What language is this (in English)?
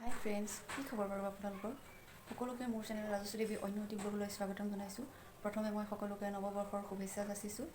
Assamese